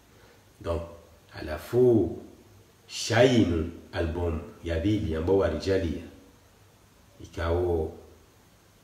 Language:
Swahili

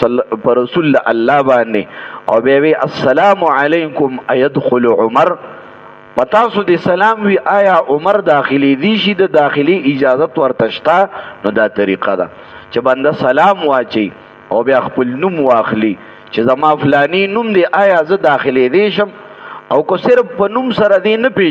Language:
Pashto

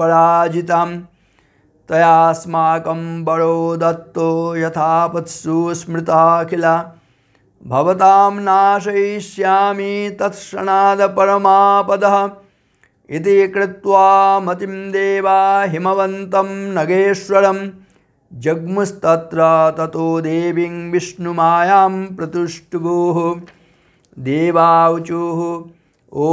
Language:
Sanskrit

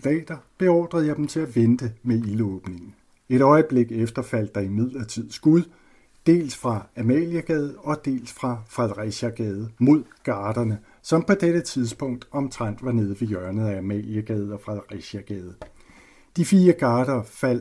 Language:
Danish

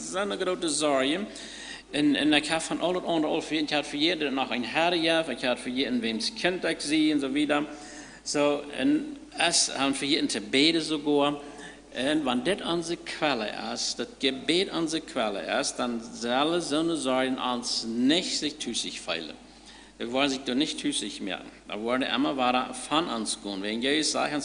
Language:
Plautdietsch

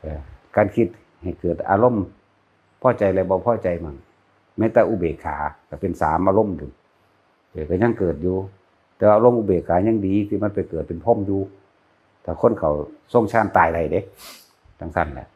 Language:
Northeastern Thai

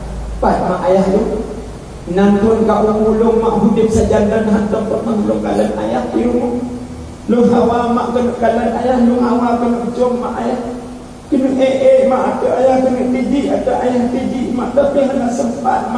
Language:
Achinese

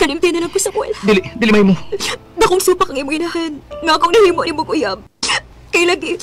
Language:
Cebuano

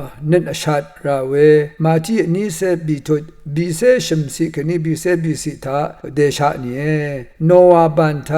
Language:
Rawang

